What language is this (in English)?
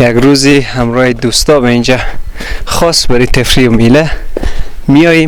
Persian